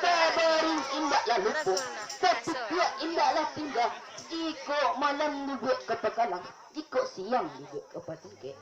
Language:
Minangkabau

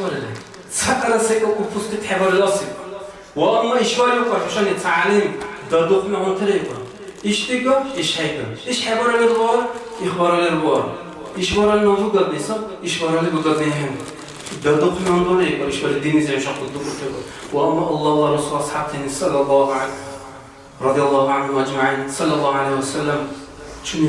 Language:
Dargwa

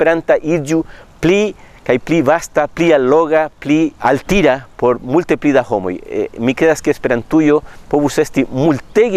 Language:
Esperanto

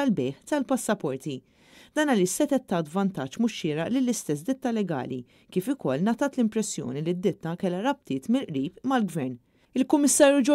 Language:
Maltese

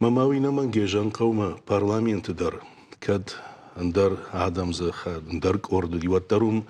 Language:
Ossetic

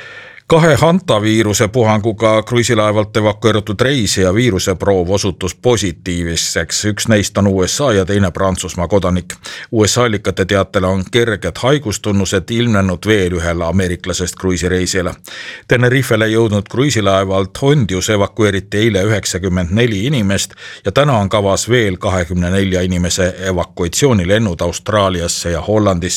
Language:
Estonian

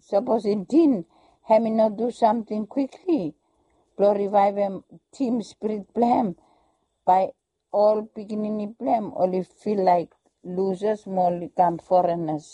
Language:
Bislama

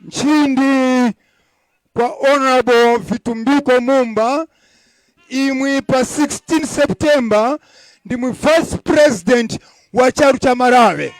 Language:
Tumbuka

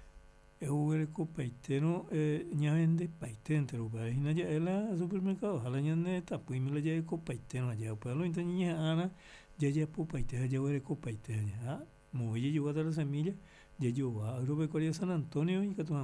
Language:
Guarani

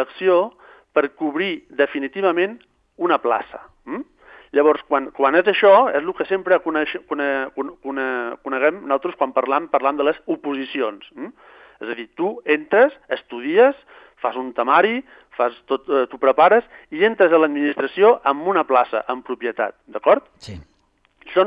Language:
Catalan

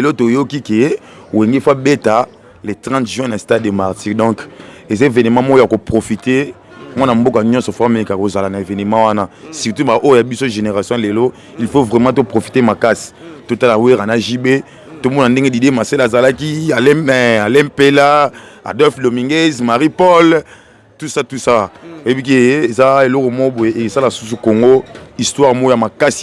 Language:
Lingala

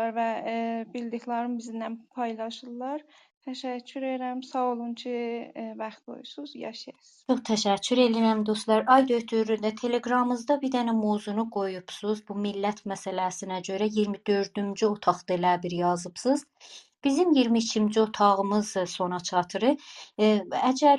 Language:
South Azerbaijani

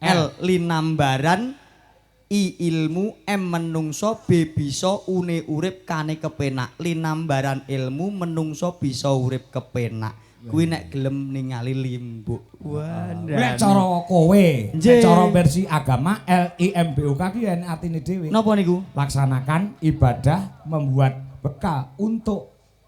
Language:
Javanese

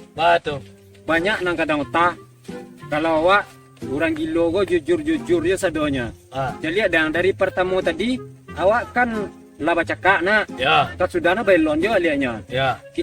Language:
Minangkabau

